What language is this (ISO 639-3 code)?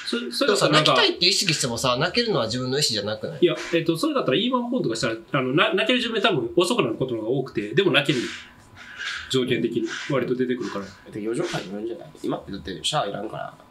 jpn